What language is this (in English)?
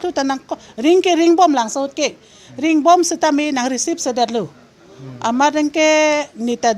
Karbi